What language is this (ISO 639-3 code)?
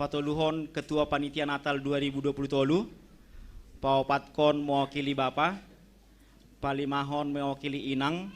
bts